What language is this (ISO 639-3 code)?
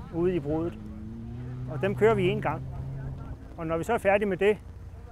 dan